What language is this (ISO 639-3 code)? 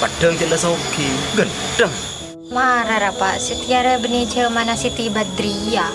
mad